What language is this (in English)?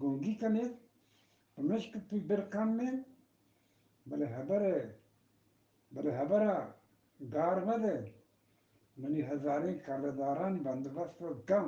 Eastern Balochi